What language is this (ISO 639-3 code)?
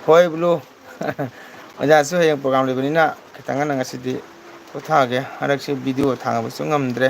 mni